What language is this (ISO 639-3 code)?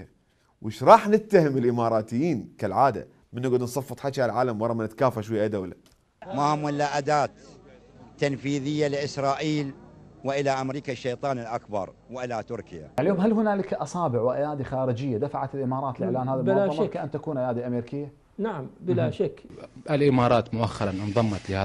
acm